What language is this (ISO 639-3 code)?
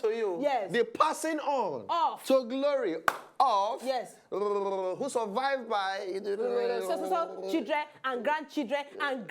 pcm